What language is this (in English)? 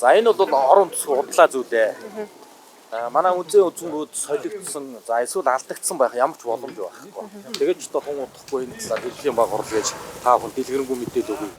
Mongolian